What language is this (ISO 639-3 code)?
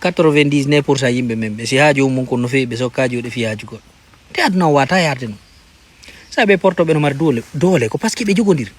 ful